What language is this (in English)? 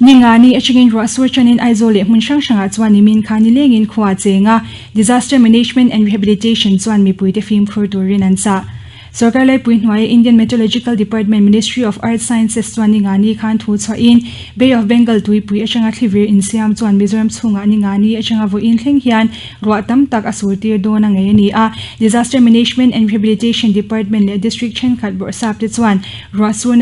Mizo